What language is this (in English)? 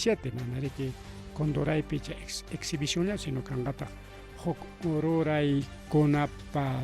Ayacucho Quechua